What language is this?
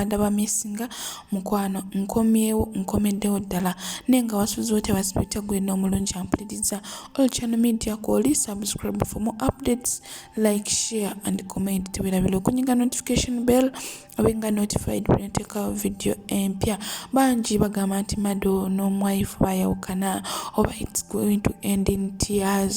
Ganda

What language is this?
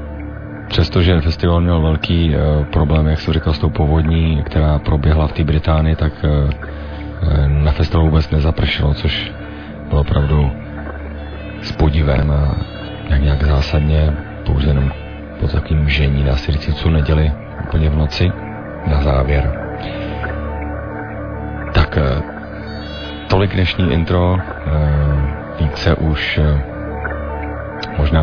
Czech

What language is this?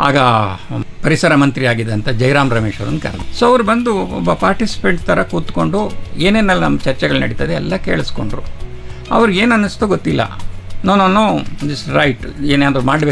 Kannada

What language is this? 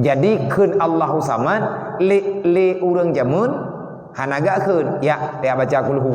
Achinese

